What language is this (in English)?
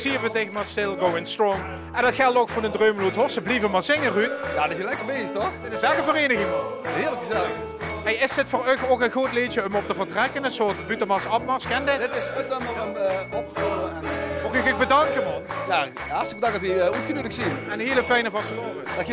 Limburgish